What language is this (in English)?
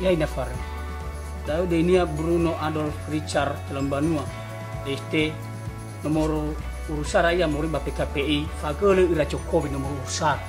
Nias